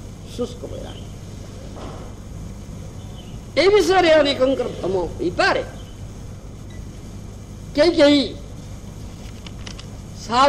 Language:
Odia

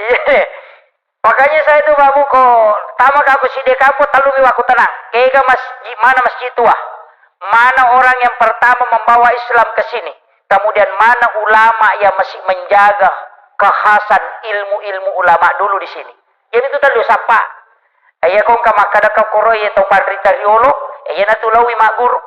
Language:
Buginese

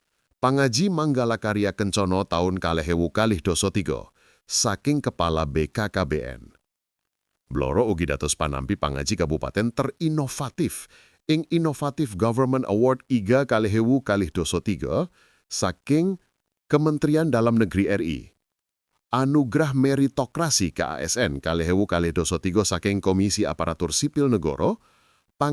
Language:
Javanese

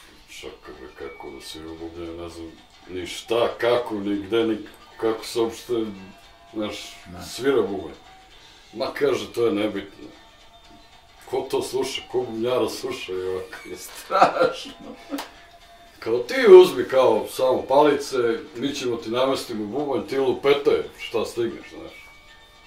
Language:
Serbian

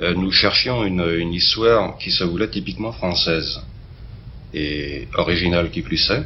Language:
Luxembourgish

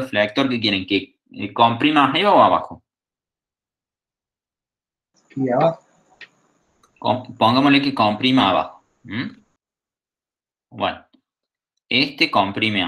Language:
Spanish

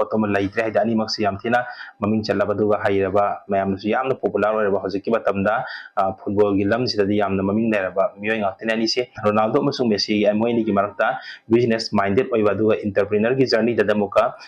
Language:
Manipuri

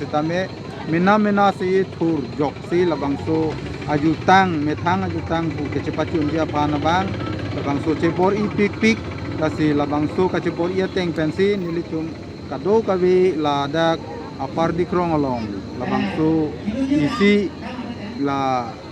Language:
Karbi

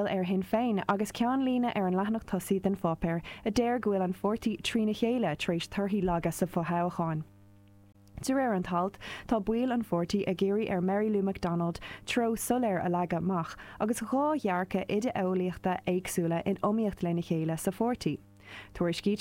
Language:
Irish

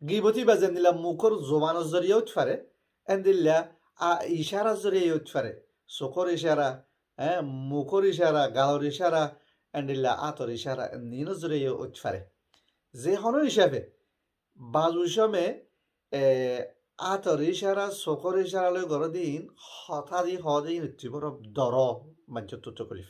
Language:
Rohingya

